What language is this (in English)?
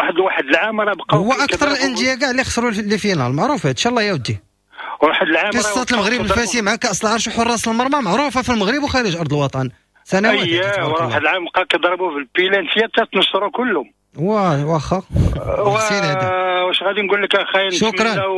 Moroccan Arabic